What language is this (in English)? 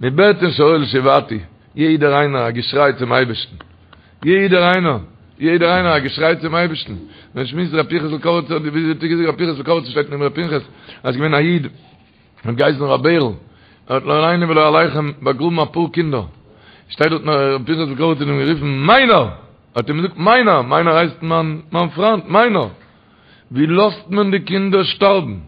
Yiddish